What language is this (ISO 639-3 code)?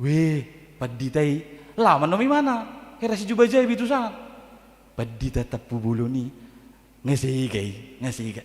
bbc